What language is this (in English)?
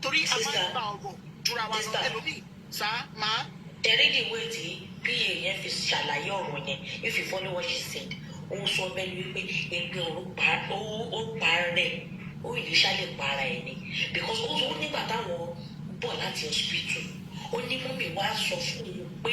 Yoruba